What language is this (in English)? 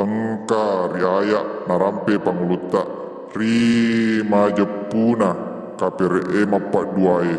Buginese